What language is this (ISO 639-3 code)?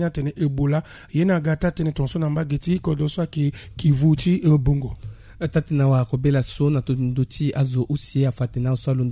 sag